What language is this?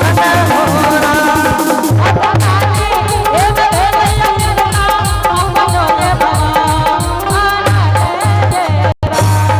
Angika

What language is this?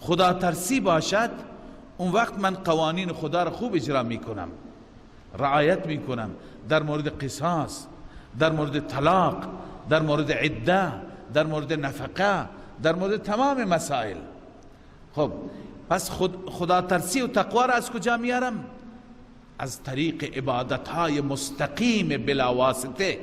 Persian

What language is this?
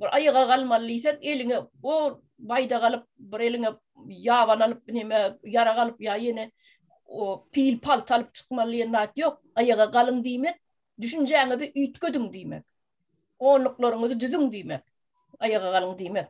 Turkmen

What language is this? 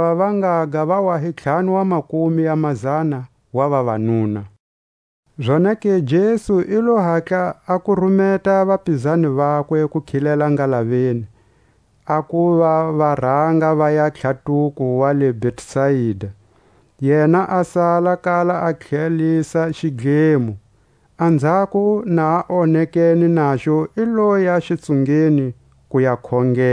Tswa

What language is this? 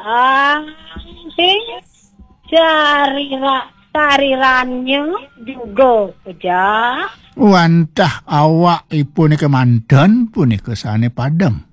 Balinese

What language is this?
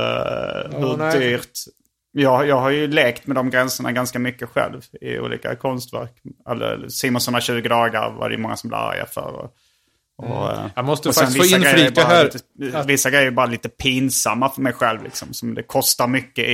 Swedish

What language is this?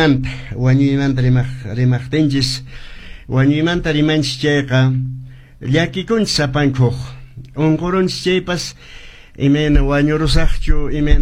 Quechua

